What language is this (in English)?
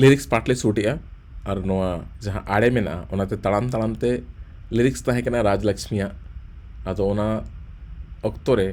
Santali